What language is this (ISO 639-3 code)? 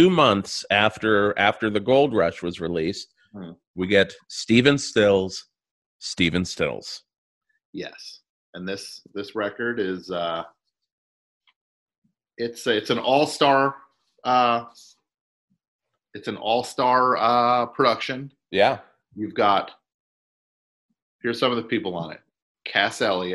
eng